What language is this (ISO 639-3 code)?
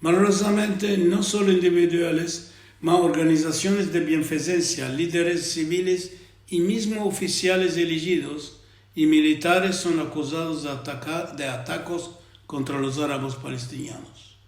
lad